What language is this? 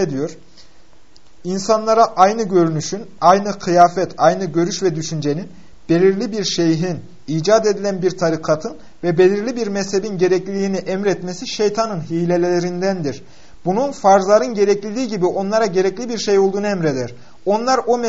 Turkish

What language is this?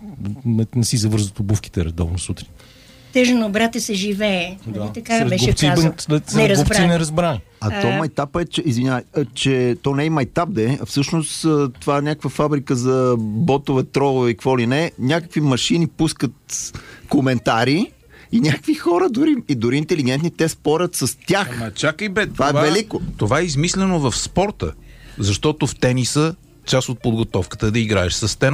Bulgarian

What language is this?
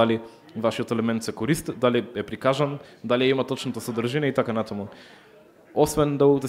Macedonian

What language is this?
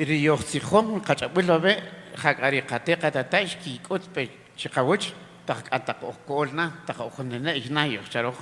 Kaqchikel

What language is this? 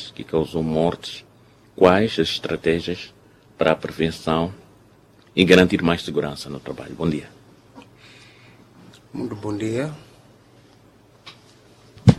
Portuguese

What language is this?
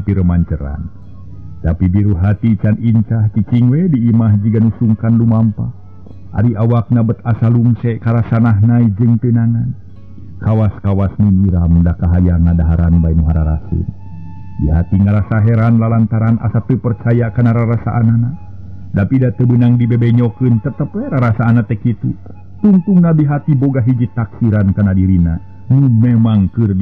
Sundanese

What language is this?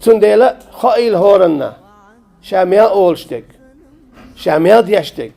Chechen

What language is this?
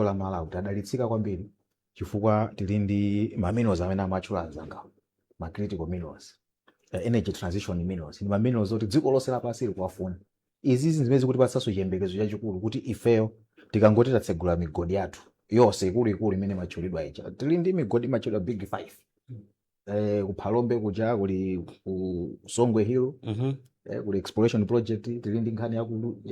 Nyanja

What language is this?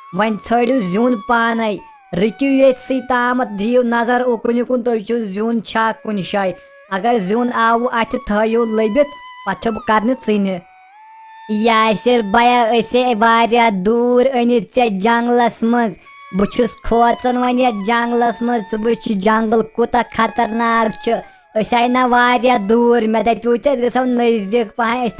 Kashmiri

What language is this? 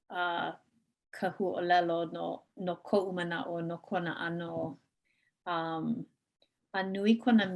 Hawaiian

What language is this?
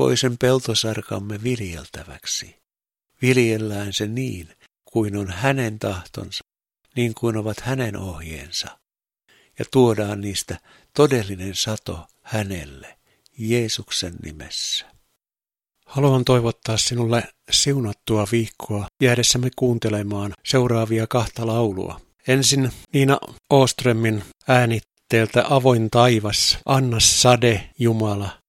Finnish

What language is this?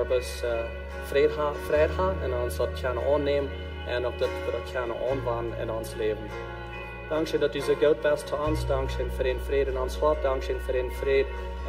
Plautdietsch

